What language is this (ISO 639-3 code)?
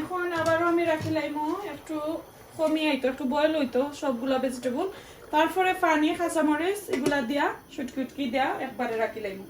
syl